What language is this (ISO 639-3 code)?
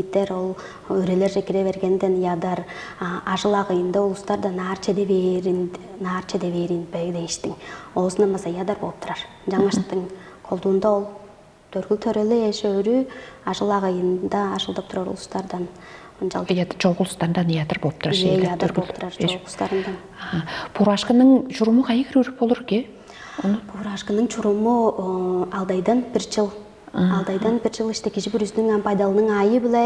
tyv